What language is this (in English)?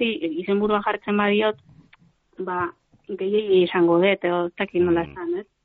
Basque